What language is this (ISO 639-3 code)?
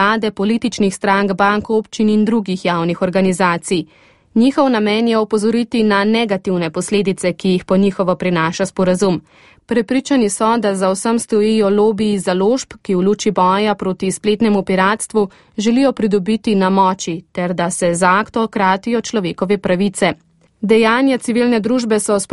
slv